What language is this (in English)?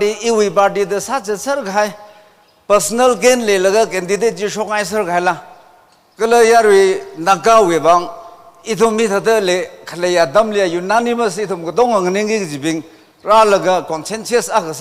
Tangkhul Naga (India)